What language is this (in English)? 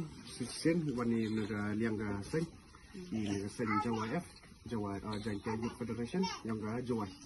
Khasi